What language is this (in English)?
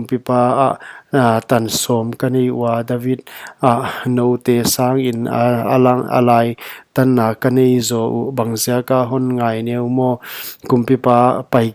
Paite Chin